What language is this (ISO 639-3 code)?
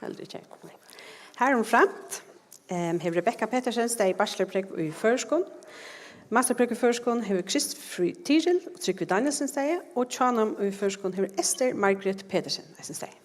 fao